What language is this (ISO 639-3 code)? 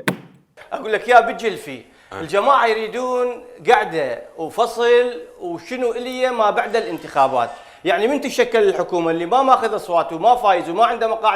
acm